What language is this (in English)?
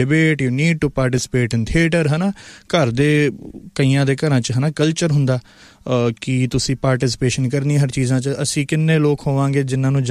Punjabi